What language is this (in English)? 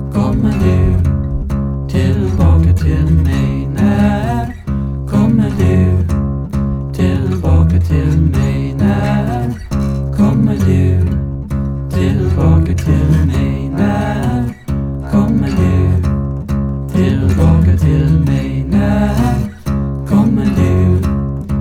Swedish